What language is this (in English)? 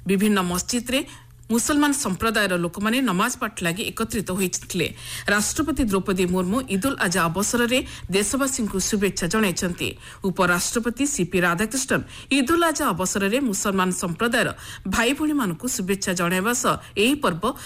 Odia